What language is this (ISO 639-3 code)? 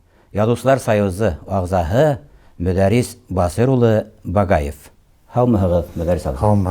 bak